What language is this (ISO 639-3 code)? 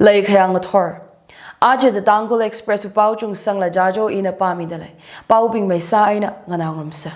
nmf